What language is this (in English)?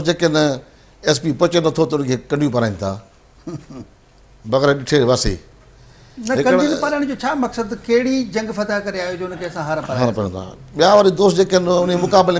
Sindhi